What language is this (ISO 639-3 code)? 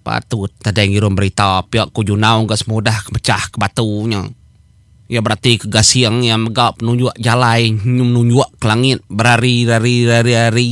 iba